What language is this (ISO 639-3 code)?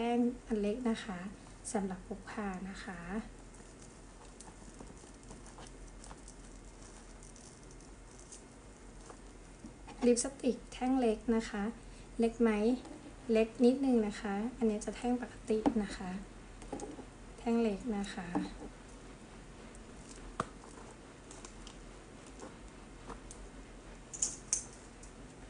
tha